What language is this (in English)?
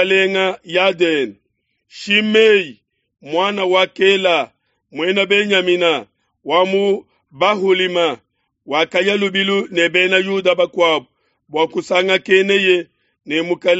Luba-Lulua